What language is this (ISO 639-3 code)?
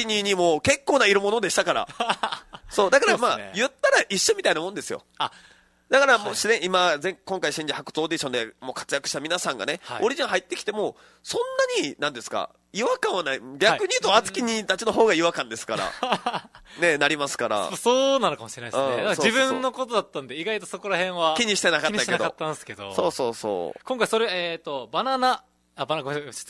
jpn